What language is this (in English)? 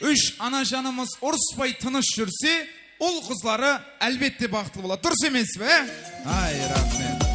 Kara-Kalpak